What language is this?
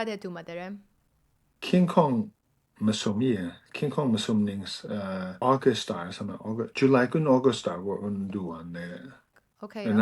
Kachin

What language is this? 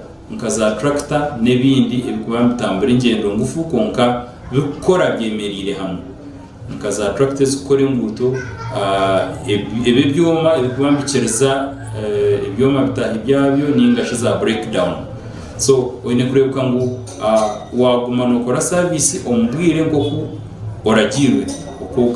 Nyankole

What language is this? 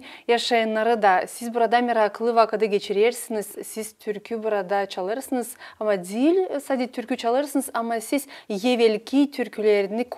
Gagauz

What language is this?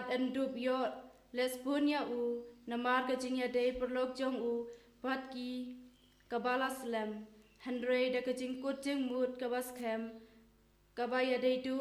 Khasi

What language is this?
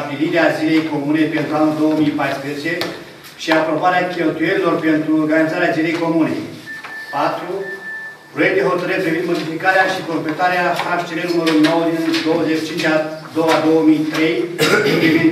Romanian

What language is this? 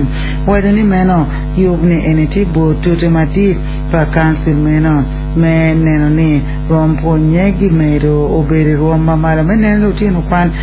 Acoli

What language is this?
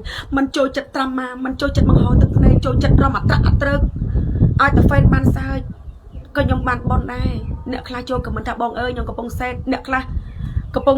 Khmer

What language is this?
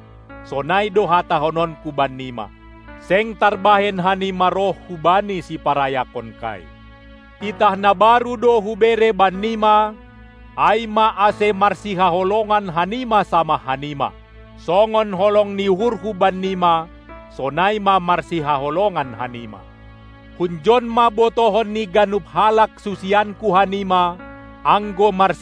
Batak Simalungun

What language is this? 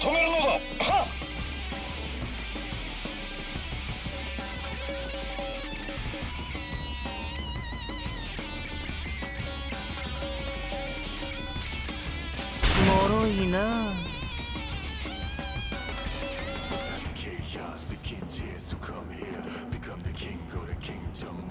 Japanese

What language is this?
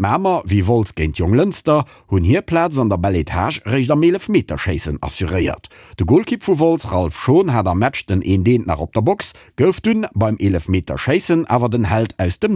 Luxembourgish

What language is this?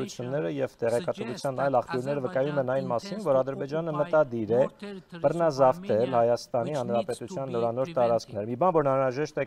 Armenian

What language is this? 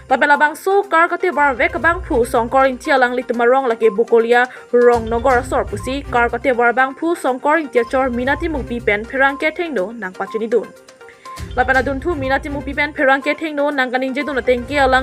Karbi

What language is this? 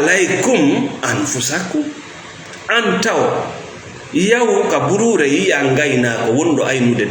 Fula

